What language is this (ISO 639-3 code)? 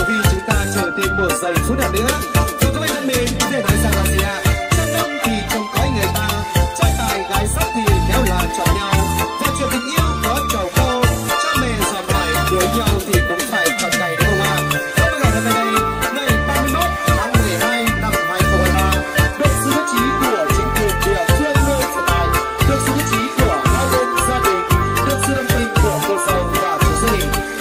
vie